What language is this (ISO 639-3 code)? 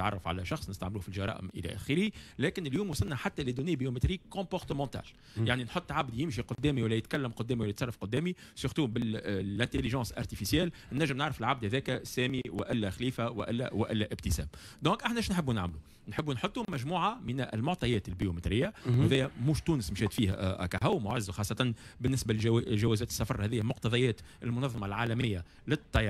aeb